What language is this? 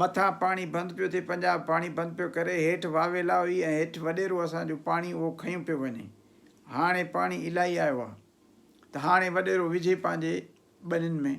Sindhi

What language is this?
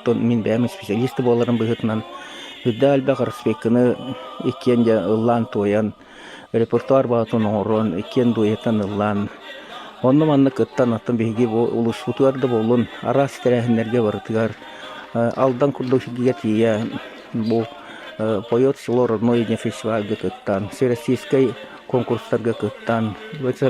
Yakut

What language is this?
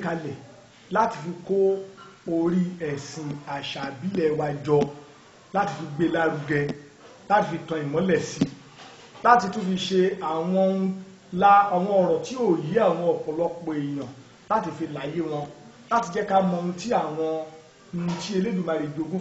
Yoruba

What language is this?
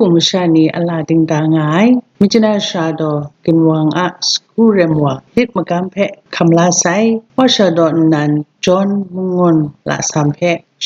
Kachin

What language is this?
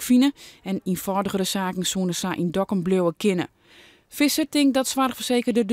Western Frisian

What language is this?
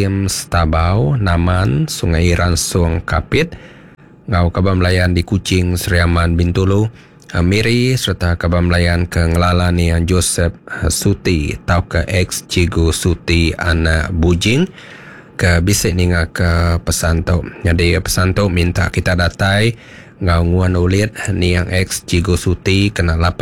Iban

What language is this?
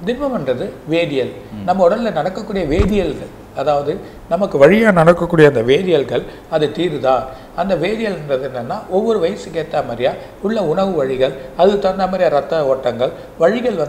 Tamil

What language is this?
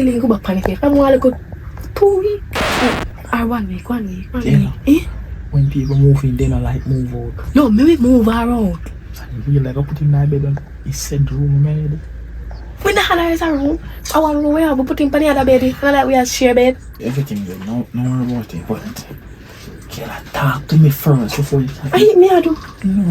Jamaican Creole English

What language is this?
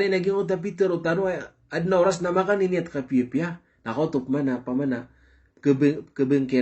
Maranao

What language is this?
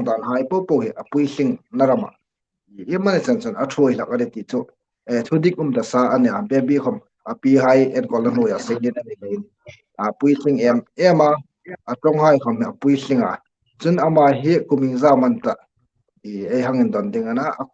Hmar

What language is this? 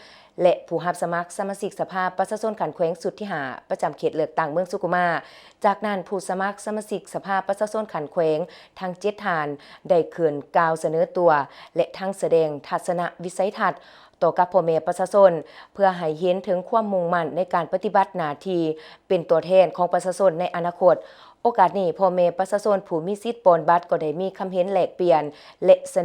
Lao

